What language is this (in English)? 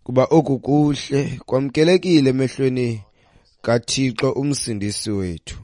Xhosa